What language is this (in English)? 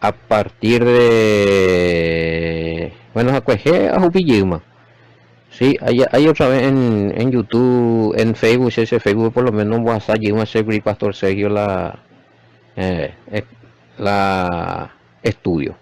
Guarani